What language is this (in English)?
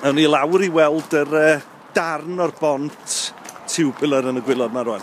Welsh